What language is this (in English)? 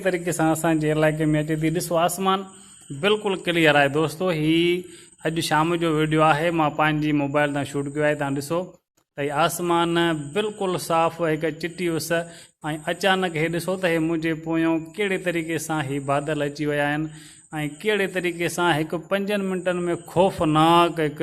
Sindhi